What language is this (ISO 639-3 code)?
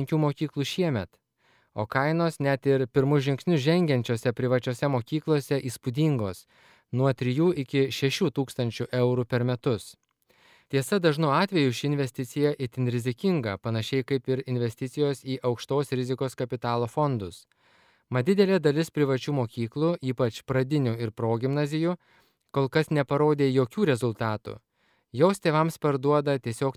lit